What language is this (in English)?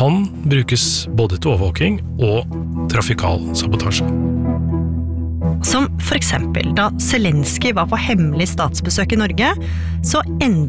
Norwegian